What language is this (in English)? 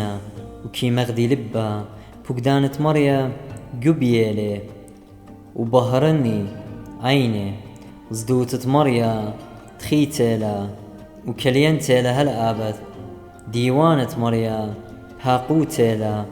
Assyrian Neo-Aramaic